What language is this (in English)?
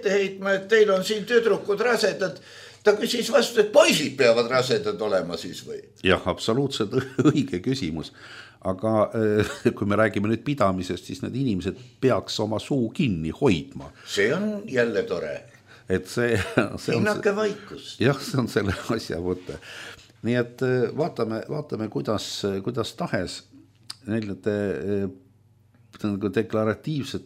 Estonian